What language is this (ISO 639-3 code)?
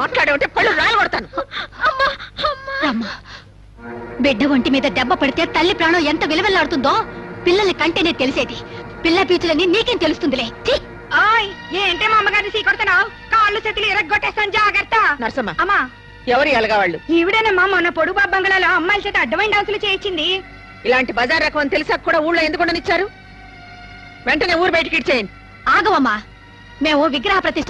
tel